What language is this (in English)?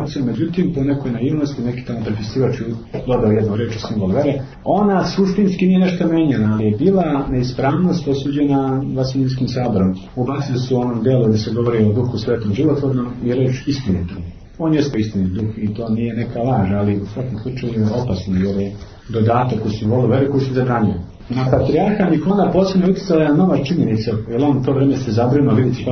Serbian